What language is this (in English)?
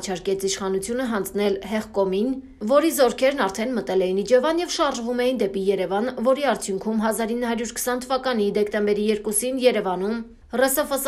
Armenian